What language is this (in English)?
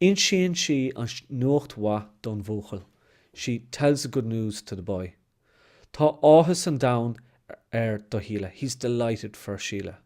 Irish